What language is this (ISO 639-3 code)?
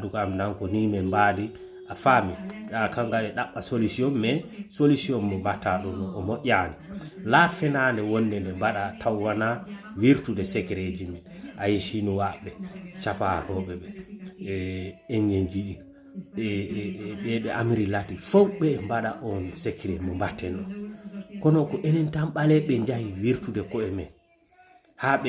ful